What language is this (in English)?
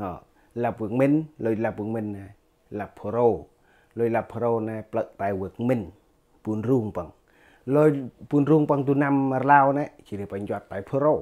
Central Mnong